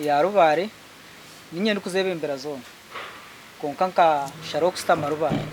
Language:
Nyankole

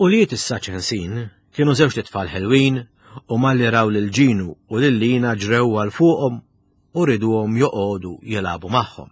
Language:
Maltese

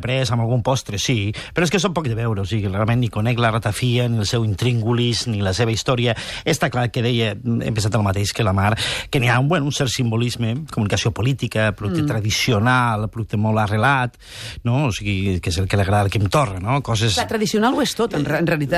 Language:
Catalan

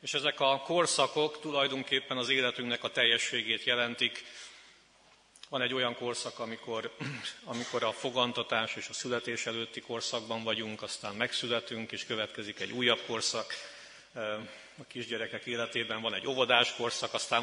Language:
Hungarian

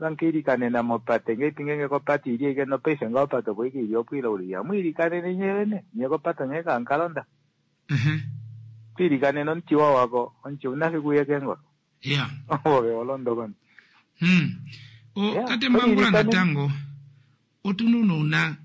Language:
Kuanyama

